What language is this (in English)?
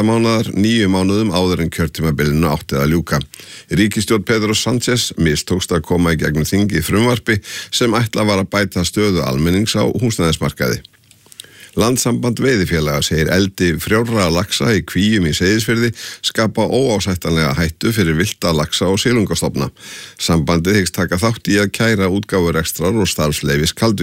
Icelandic